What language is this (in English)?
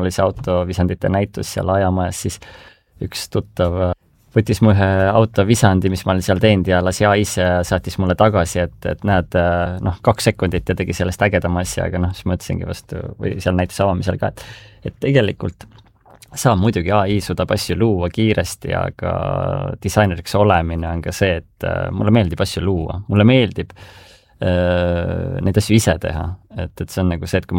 Estonian